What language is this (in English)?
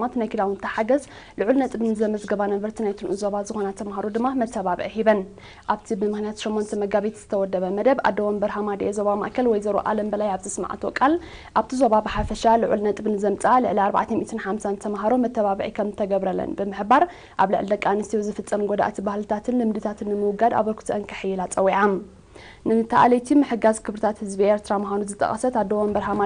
Tigrinya